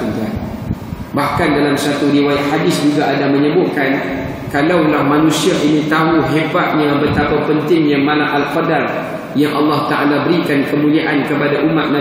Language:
Malay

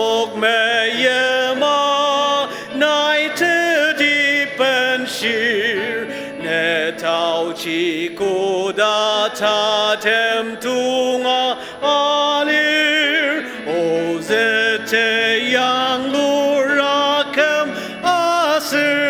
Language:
Ao Naga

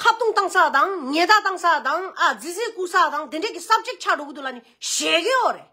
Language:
Tibetan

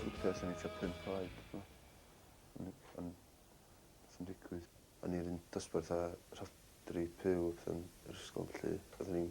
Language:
Welsh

